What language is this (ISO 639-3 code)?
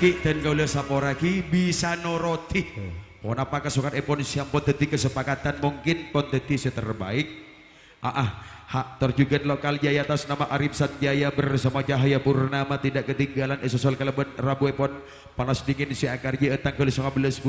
mad